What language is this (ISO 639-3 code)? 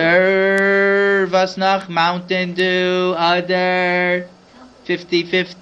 yid